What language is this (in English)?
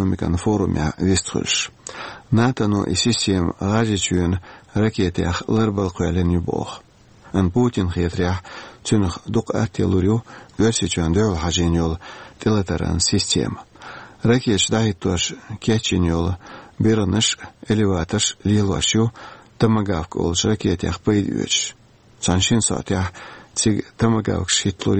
Chechen